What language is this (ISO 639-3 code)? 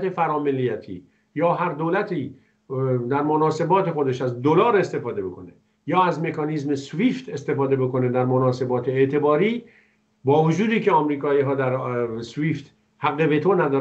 fas